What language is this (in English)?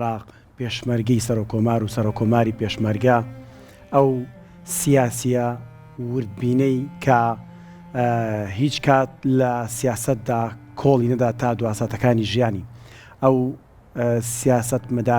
Central Kurdish